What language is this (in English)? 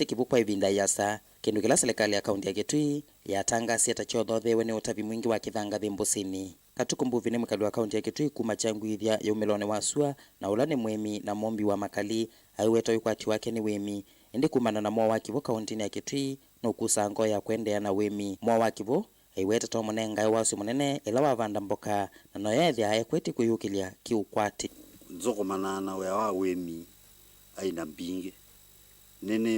Kamba